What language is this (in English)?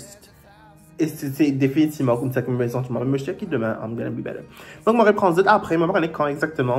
Morisyen